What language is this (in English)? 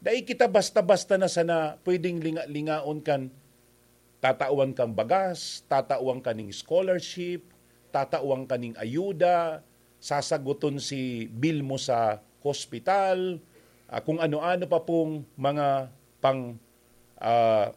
Bikol